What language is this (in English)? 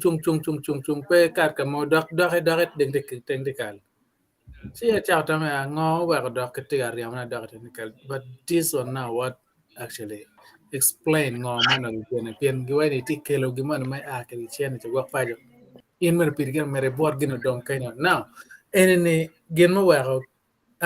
Acoli